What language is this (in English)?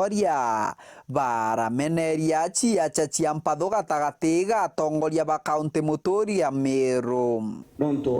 Meru